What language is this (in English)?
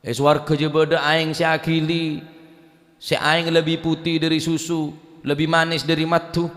Madurese